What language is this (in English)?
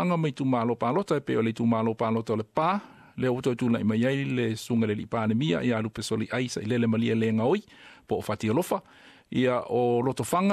Samoan